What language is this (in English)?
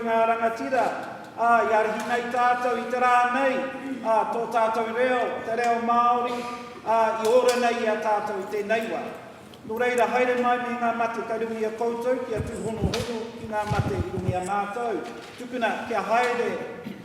Māori